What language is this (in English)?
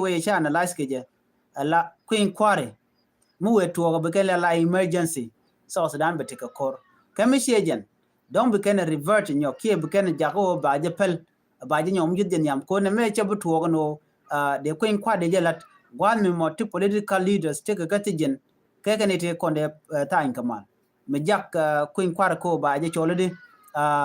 Nuer